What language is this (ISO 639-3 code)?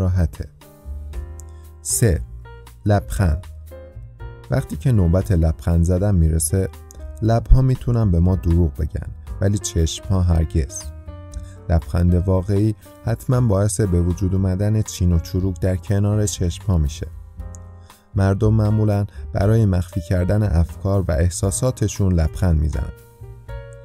fas